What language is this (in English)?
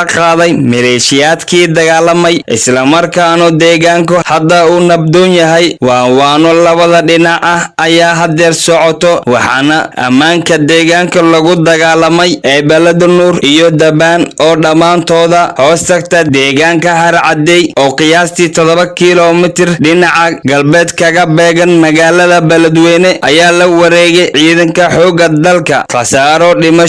Somali